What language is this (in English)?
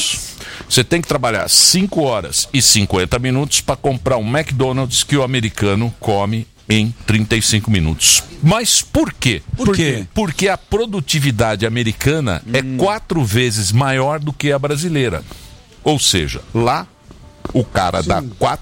Portuguese